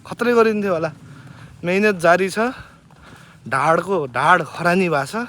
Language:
Nepali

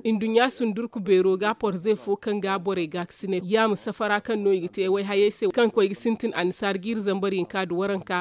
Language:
Zarma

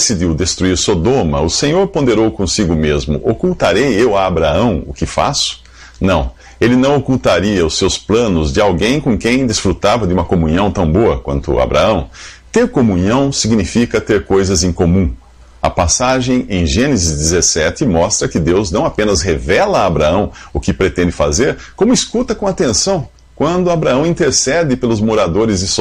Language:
Portuguese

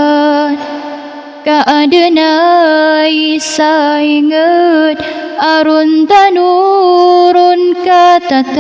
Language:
Maranao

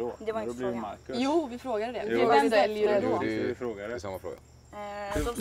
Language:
Swedish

